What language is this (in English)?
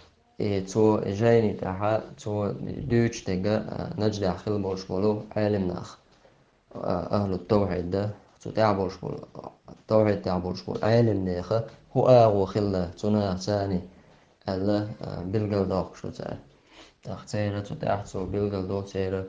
Chechen